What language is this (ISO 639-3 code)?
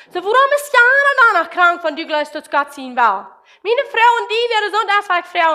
pdt